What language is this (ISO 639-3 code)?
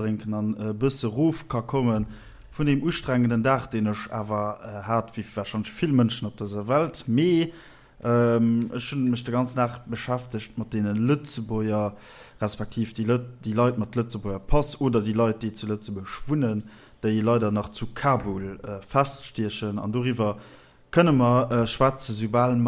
ltz